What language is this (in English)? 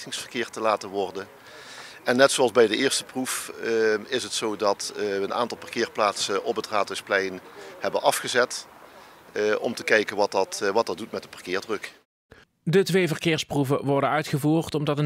Dutch